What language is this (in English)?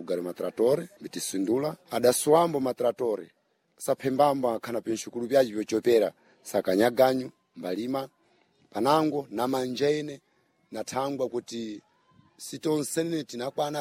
Sena